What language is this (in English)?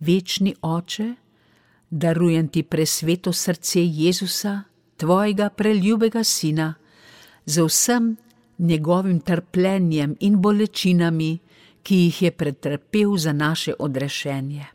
Slovenian